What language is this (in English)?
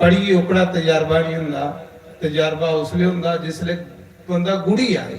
Dogri